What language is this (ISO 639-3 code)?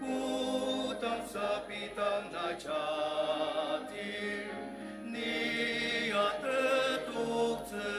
njo